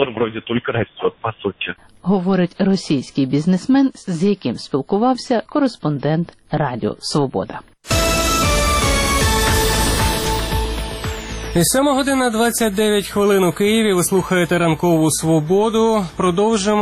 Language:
Ukrainian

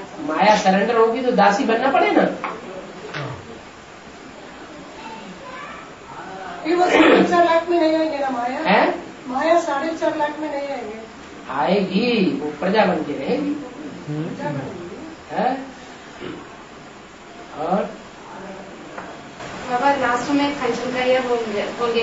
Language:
Hindi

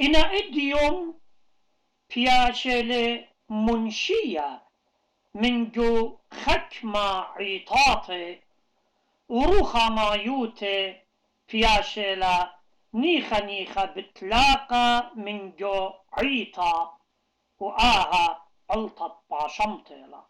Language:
Assyrian Neo-Aramaic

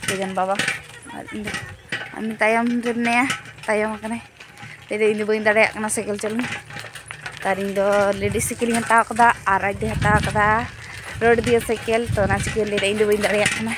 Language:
Santali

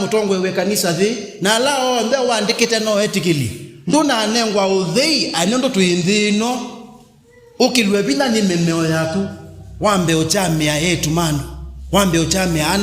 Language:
Kamba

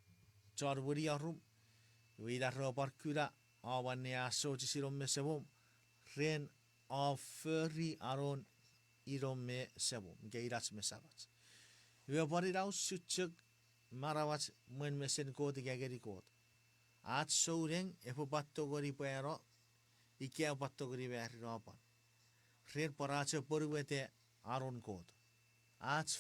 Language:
Chuukese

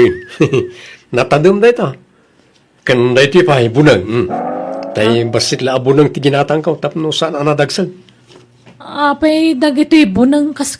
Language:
Iloko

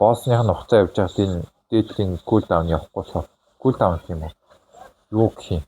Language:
Mongolian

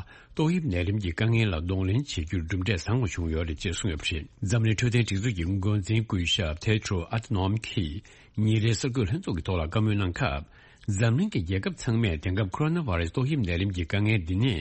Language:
Tibetan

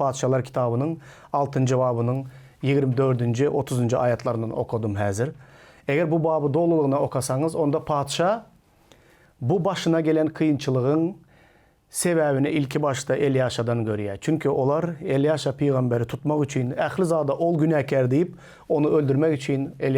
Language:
Turkmen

